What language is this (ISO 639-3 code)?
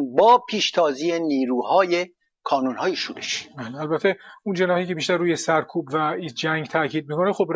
fas